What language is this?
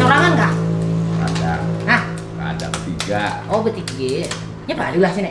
Banjar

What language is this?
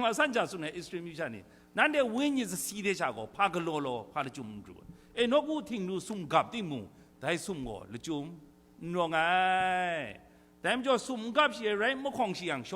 Kachin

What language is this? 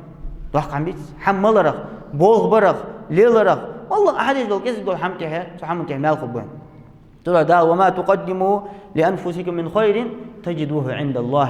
Ingush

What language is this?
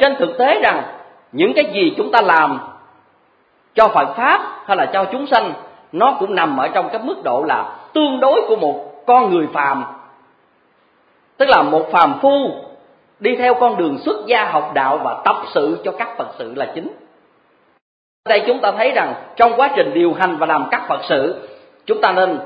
Vietnamese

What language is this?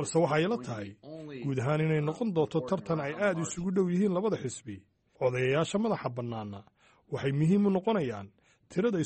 Somali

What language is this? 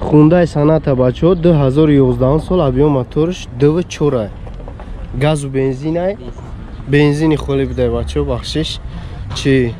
Tajik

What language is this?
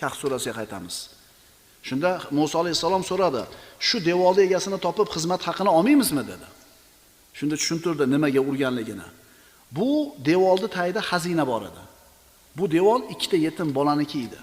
Uzbek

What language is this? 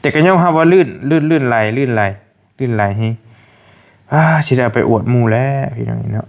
Northeastern Thai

